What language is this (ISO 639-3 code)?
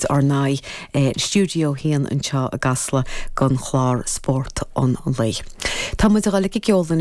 gle